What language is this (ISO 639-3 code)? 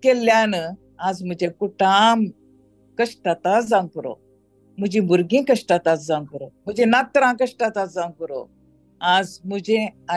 kok